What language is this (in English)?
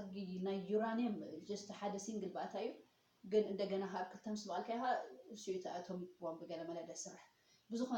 Tigrinya